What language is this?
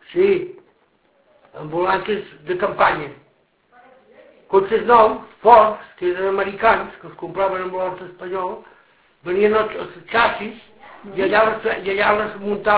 Catalan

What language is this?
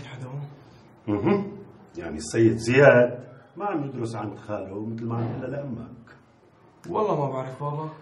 North Levantine Arabic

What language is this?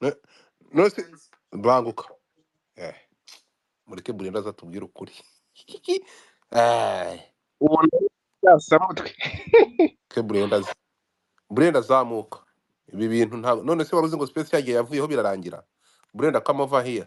Kinyarwanda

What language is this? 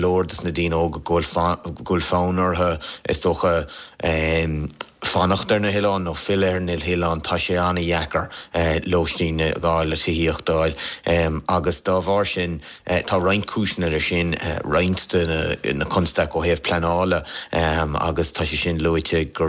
Irish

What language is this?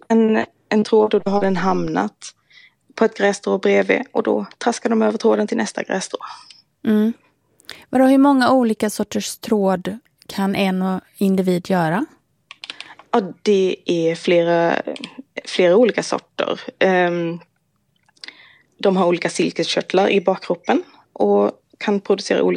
Swedish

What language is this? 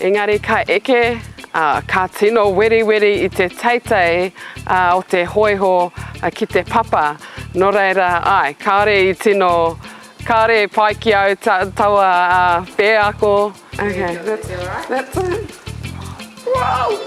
Māori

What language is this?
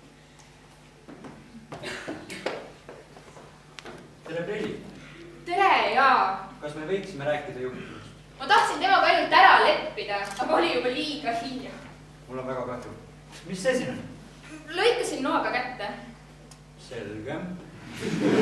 Estonian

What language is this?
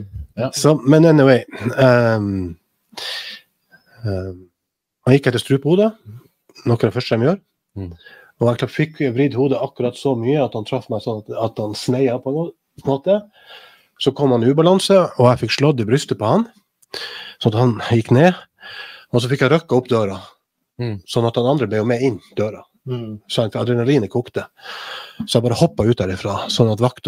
Norwegian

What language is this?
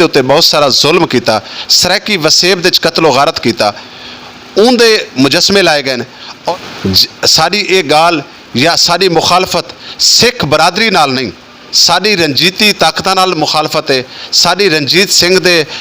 Saraiki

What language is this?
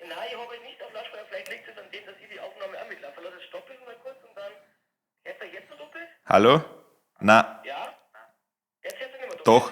Bavarian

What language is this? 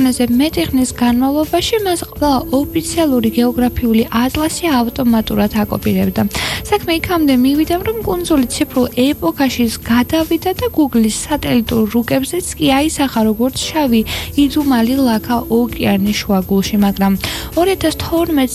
Georgian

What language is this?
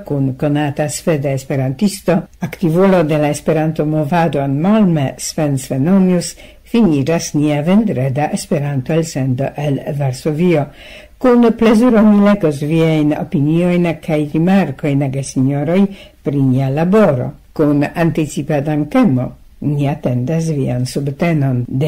Esperanto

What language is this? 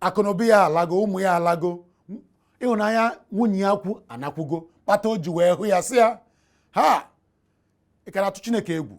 Igbo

